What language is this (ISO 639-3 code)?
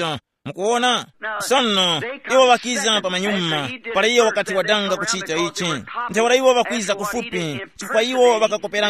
tum